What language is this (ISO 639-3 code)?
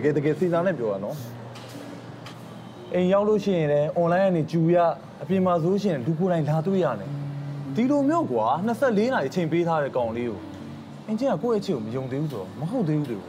mya